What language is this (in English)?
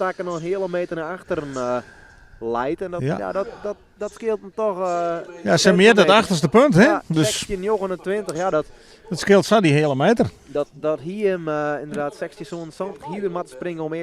Western Frisian